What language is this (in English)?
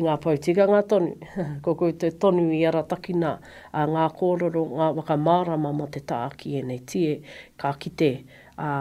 Māori